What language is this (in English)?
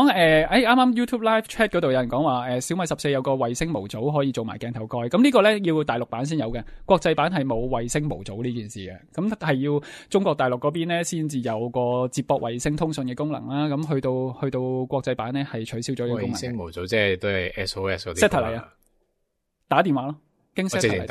Cantonese